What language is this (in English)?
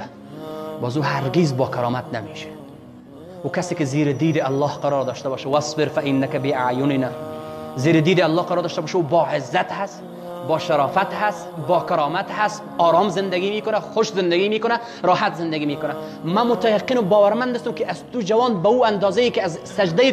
Persian